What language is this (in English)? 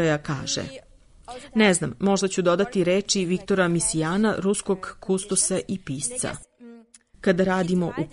Serbian